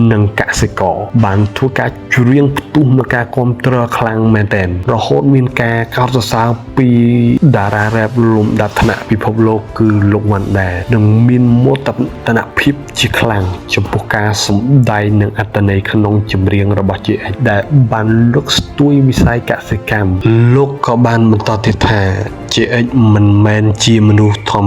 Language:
Khmer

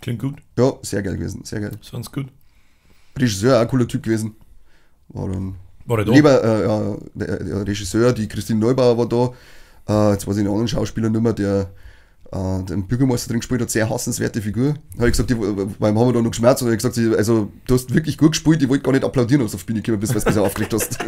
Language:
Bavarian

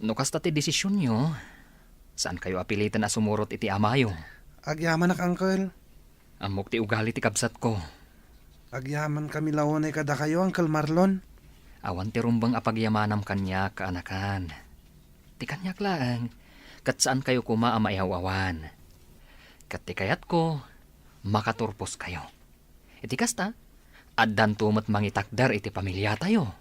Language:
Iloko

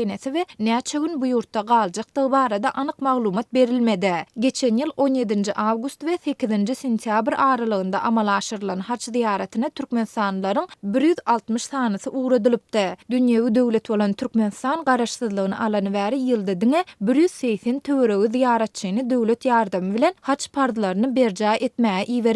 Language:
Turkmen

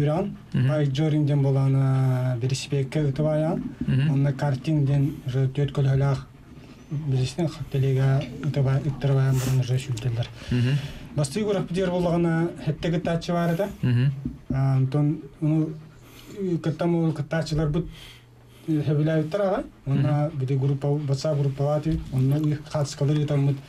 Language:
Yakut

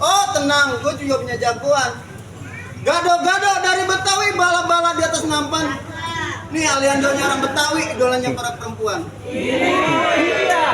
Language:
Betawi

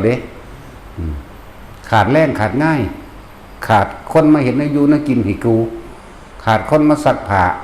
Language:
Northeastern Thai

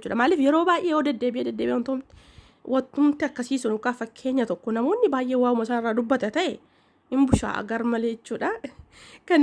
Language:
Oromo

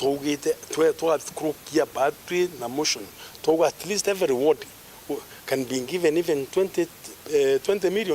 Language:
Meru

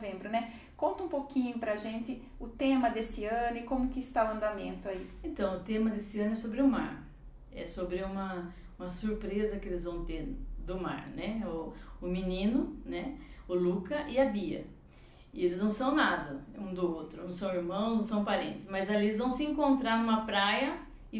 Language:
Portuguese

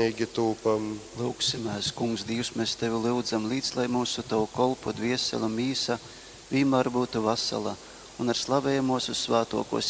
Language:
Latgalian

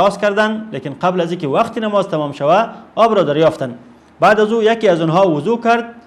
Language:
Persian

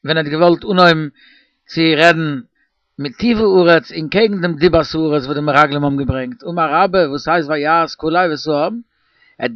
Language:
Yiddish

